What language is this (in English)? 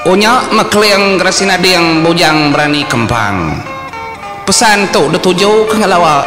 Iban